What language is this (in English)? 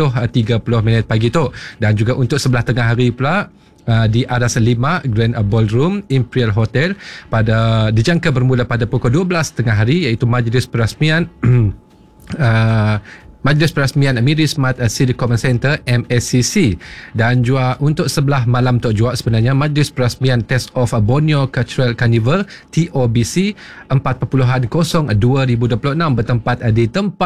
Malay